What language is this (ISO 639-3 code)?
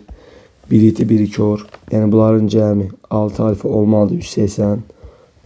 aze